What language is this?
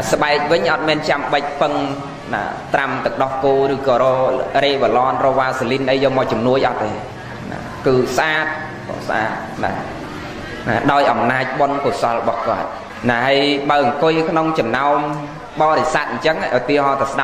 Khmer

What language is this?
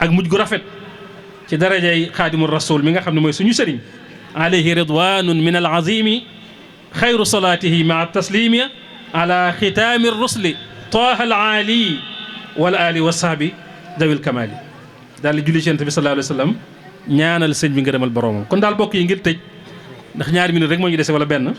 Wolof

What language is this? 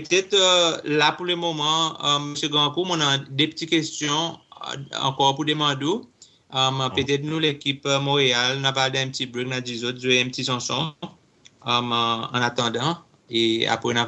Seselwa Creole French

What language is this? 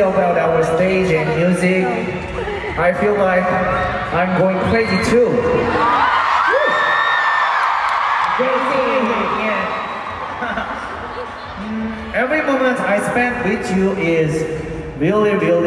English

